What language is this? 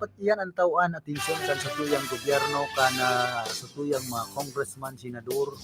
Bikol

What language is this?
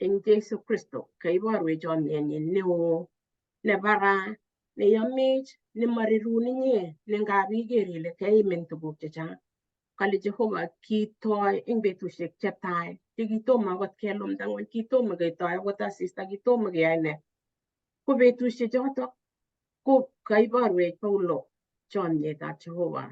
Kalenjin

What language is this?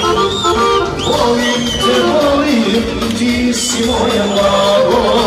Serbian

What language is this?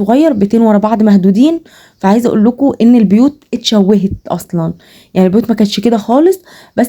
Egyptian Arabic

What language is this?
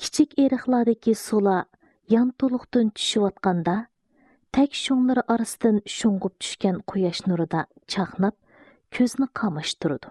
Uyghur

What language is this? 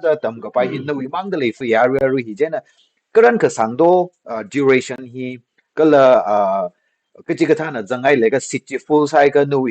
Tangkhul Naga (India)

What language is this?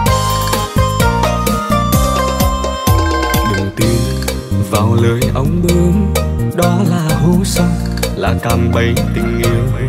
Vietnamese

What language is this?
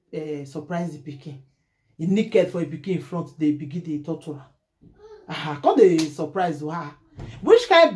Nigerian Pidgin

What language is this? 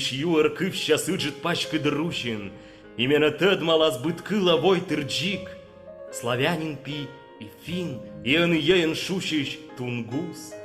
Komi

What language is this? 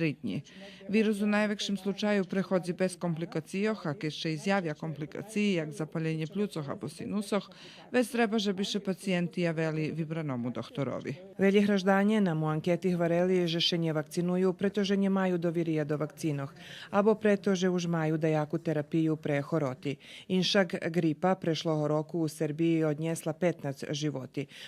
Rusyn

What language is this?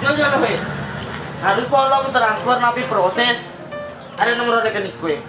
Buginese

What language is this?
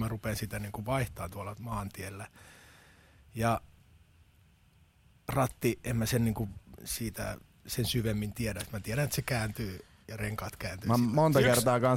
Finnish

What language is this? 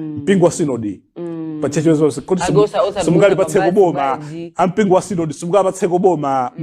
Nyanja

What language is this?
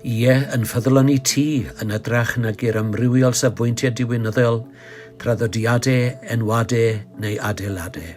Welsh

